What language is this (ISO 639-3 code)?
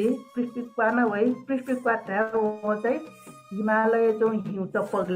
new